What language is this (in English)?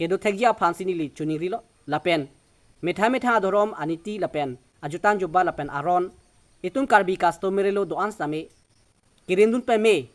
Karbi